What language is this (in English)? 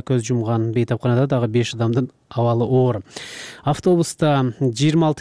Kyrgyz